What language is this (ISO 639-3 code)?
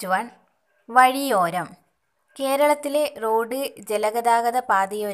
mal